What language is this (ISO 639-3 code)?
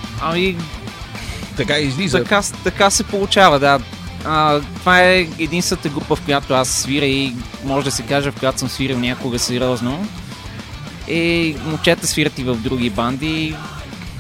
bul